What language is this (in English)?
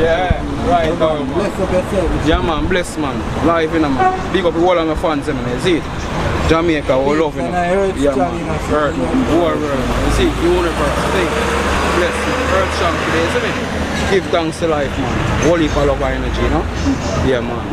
Jamaican Creole English